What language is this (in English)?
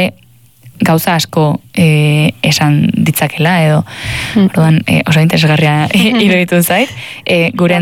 Basque